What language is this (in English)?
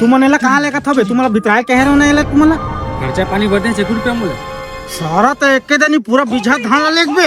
Chhattisgarhi